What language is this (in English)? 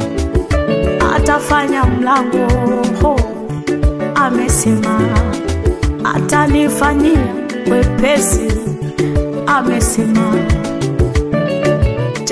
Swahili